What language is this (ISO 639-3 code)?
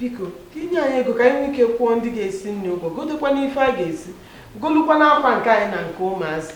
ibo